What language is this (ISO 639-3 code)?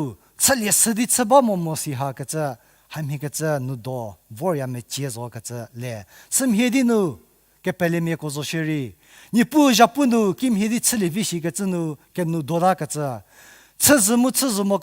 njm